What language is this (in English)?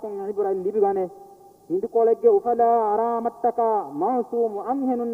Divehi